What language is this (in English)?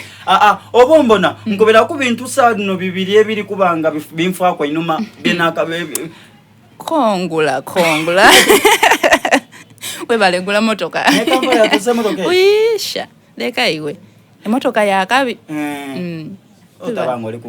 Soga